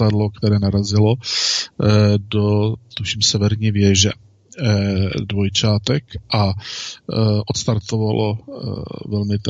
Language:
Czech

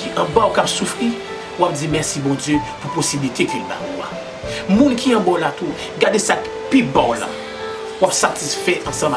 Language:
Haitian Creole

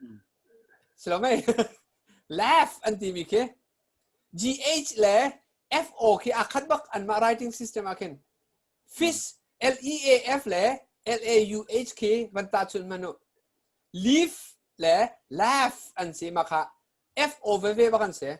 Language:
Hakha Chin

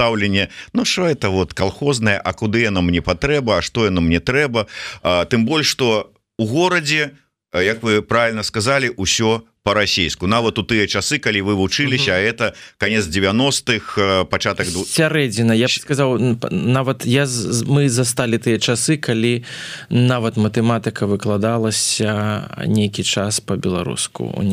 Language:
Belarusian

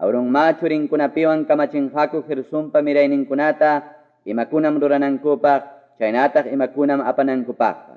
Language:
Quechua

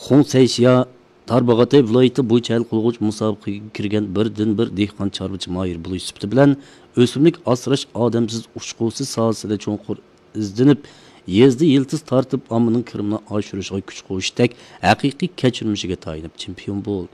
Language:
Uyghur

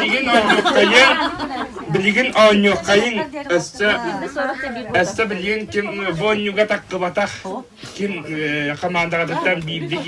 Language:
Yakut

